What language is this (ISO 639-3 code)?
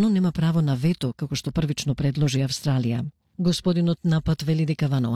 mkd